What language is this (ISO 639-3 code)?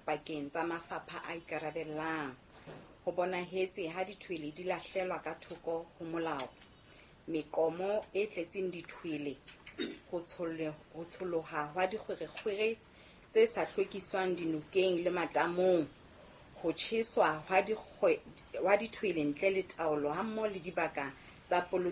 sot